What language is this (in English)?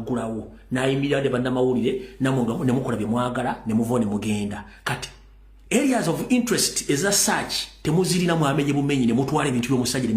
Ganda